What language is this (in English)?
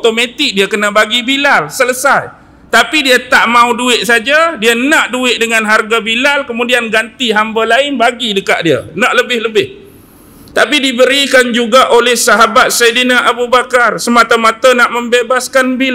Malay